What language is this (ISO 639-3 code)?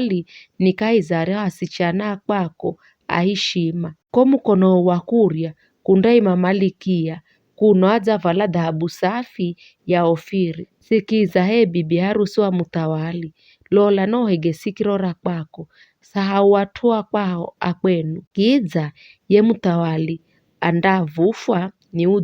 nyf